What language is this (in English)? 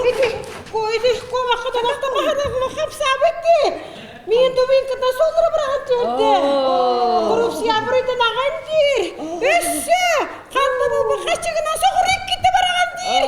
Yakut